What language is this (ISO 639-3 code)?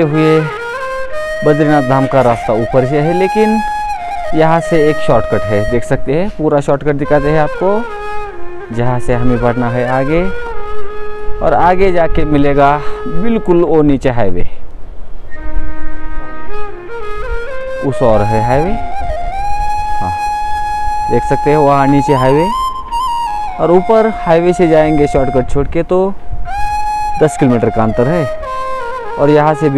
hin